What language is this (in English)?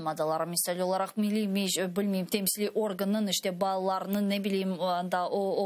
Crimean Tatar